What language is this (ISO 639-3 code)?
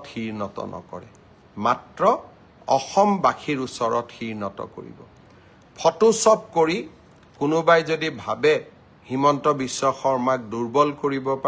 asm